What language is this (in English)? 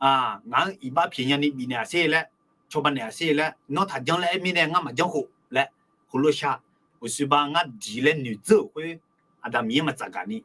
Akha